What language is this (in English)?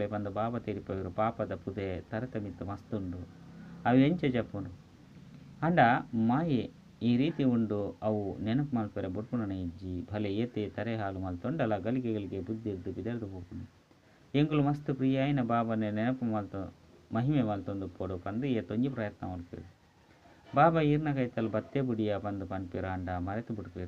Tulu